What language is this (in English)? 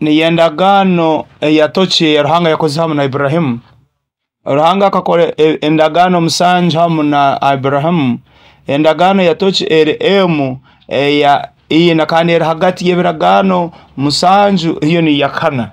Nyoro